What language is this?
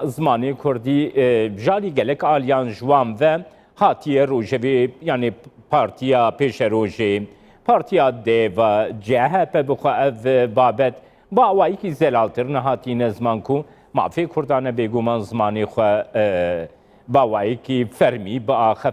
Kurdish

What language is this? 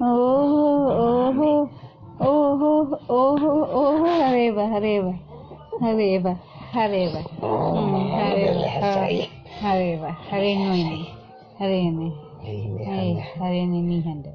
Tetum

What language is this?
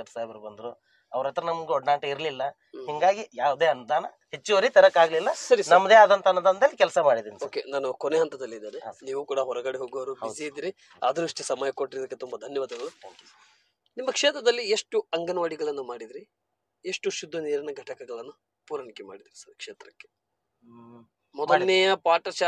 Kannada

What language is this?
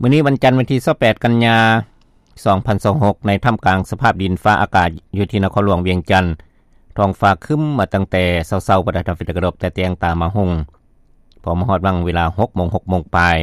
Lao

